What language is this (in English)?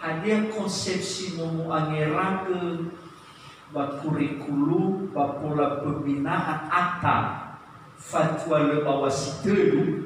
Nias